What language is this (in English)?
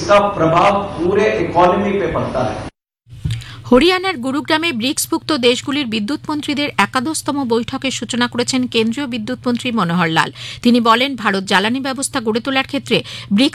Bangla